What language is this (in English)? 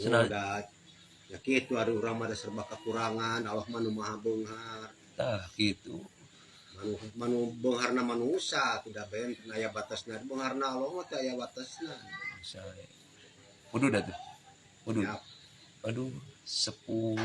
Sundanese